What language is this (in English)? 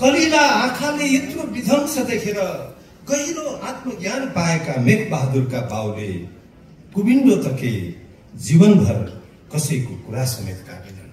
Nepali